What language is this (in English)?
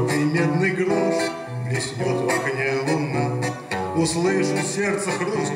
Russian